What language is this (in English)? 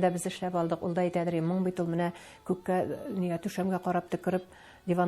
Tatar